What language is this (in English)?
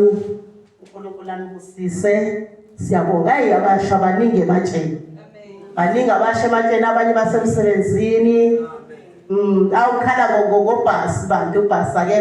Zulu